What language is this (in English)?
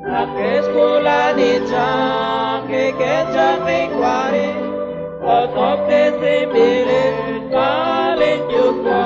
Kekchí